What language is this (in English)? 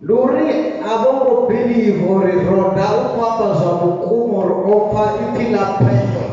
Venda